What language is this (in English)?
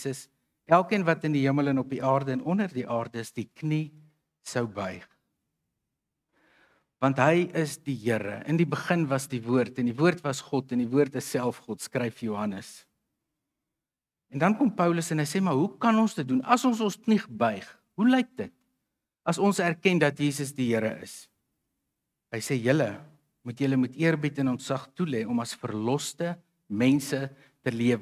Afrikaans